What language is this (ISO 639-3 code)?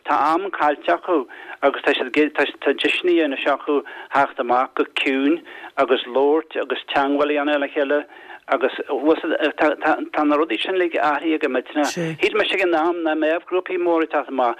gle